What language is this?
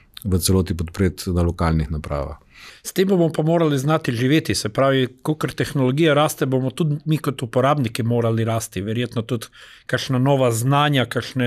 Slovenian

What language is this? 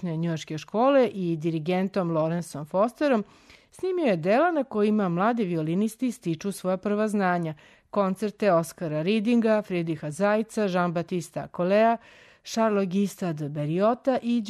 Serbian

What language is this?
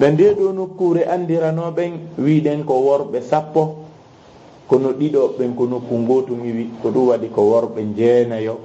Fula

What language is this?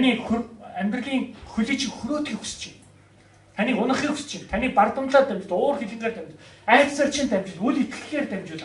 Mongolian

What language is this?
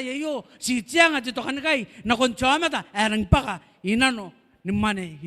Gilbertese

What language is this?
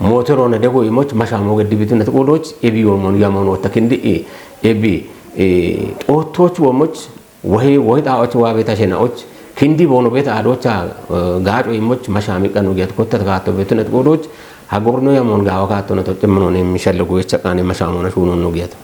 Kafa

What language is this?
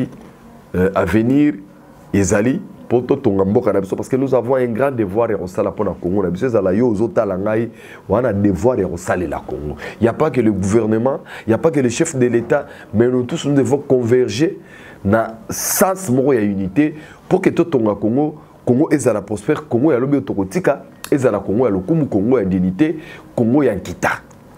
Lingala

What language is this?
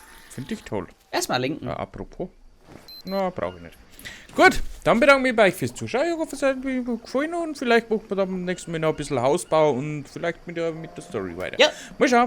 Bavarian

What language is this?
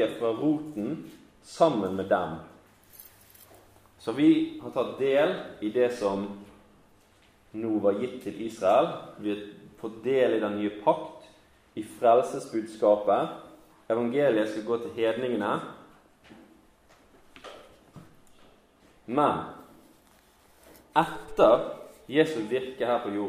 Norwegian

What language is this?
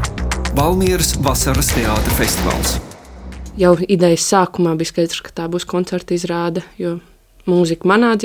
Latvian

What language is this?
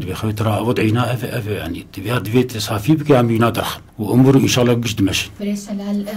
Kurdish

